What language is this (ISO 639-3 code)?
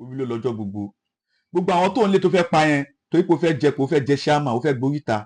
yor